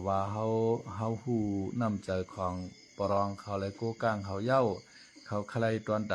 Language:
Shan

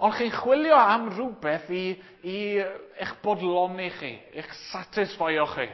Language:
Welsh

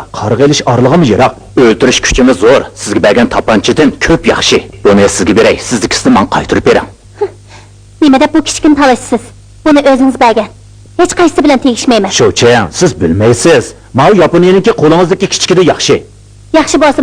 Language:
Uyghur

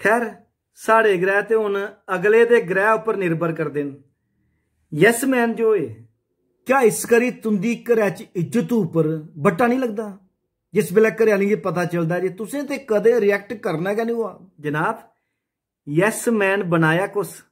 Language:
Dogri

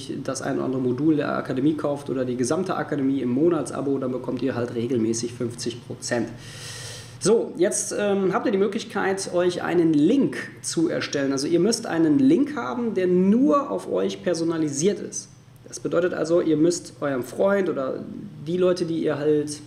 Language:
German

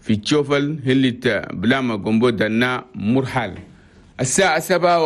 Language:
Chadian Arabic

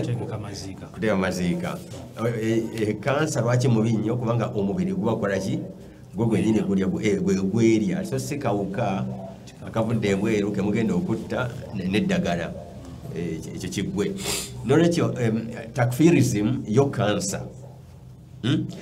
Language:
Ganda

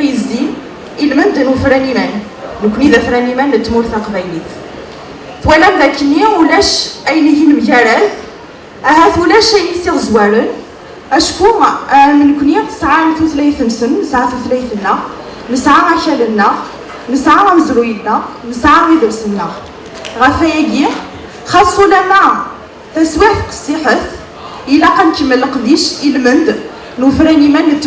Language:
Kabyle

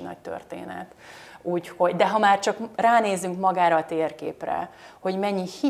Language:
Hungarian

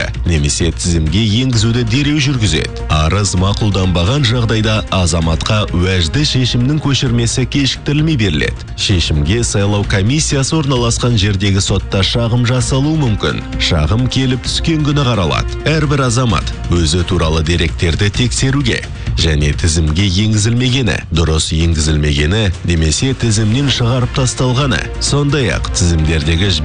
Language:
Kazakh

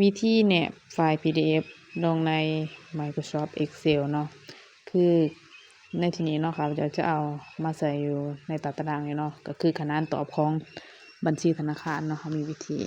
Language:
Lao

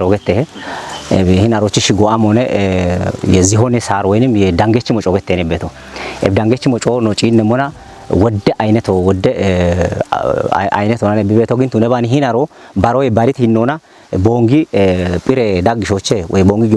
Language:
Kafa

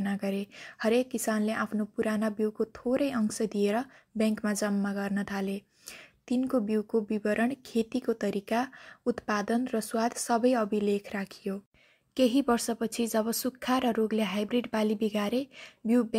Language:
Nepali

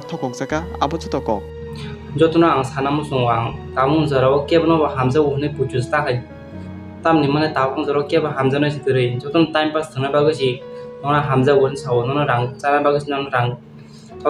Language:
Kok Borok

